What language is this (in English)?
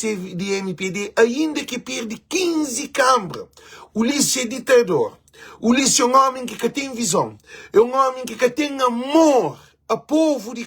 Kabuverdianu